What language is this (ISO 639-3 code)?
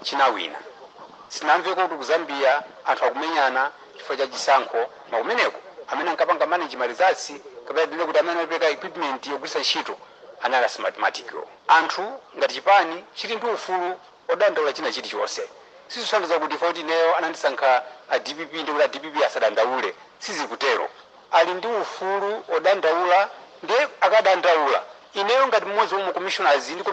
nya